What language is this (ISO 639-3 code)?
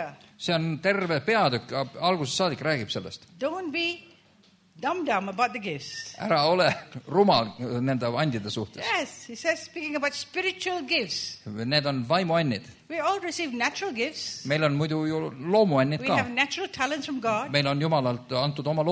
est